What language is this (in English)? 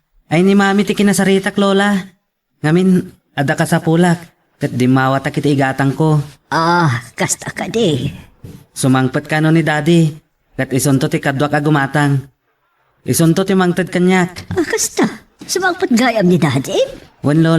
Iloko